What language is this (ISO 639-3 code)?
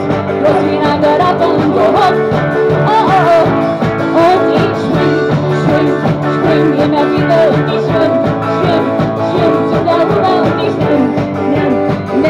deu